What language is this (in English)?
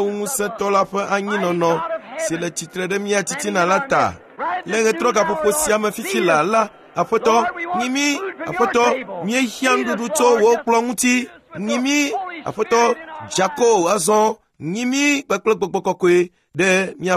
Ewe